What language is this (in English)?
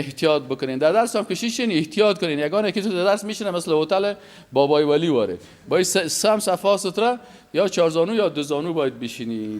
Persian